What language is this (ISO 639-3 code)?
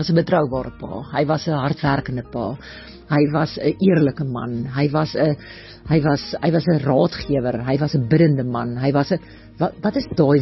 afr